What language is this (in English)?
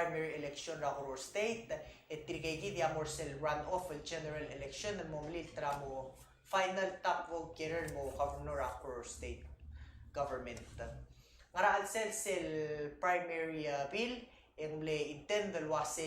Palauan